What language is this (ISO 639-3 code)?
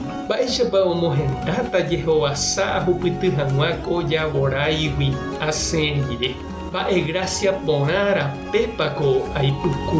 grn